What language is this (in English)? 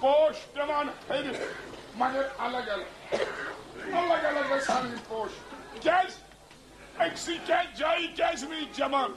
Kashmiri